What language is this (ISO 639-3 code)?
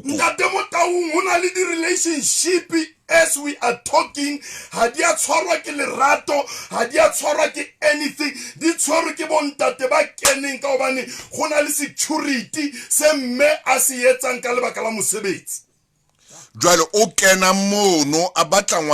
sot